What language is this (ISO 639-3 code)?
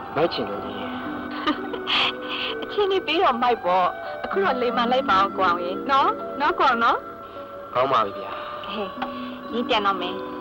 mya